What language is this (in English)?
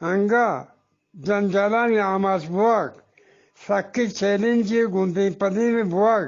Eastern Balochi